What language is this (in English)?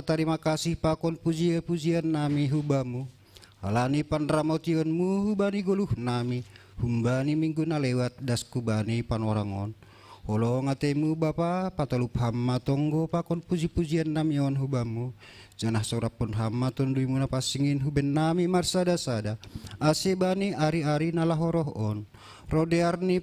Batak Simalungun